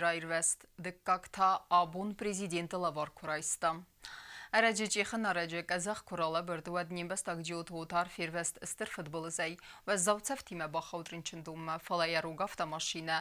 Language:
Ossetic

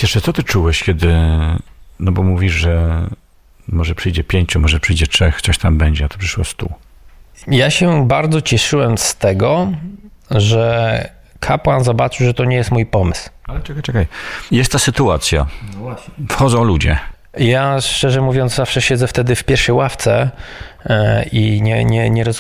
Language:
Polish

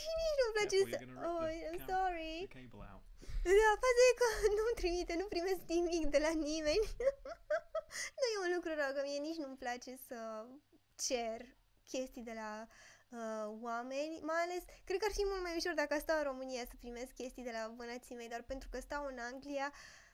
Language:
Romanian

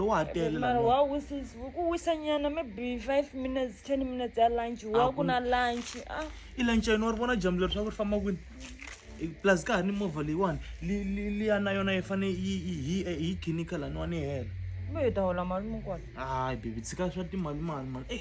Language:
Tsonga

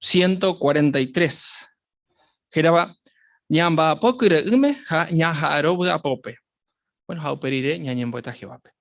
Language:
Guarani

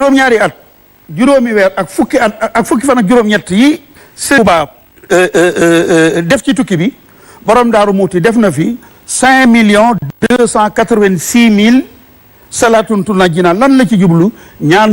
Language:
Wolof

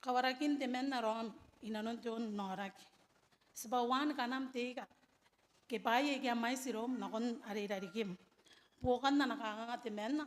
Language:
Gilbertese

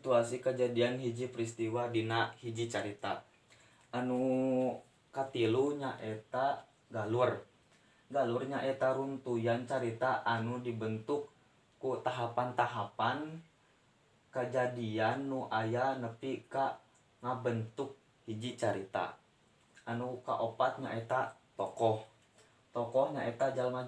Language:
Sundanese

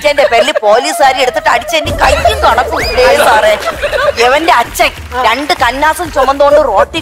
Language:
Malayalam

